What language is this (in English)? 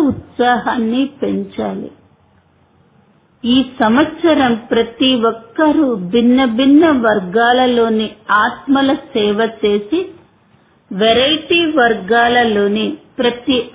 Telugu